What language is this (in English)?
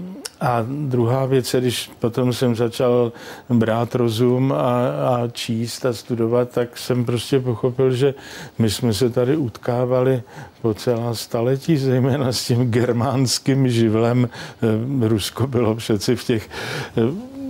Czech